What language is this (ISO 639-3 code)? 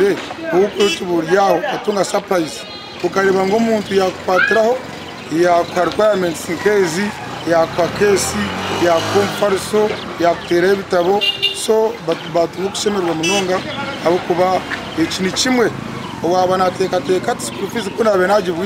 nyn